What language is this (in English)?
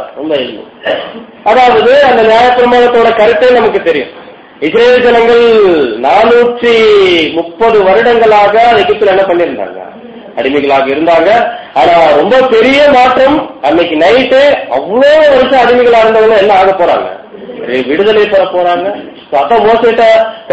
Tamil